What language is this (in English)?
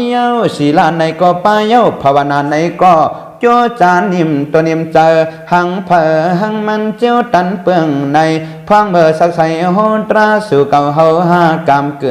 Shan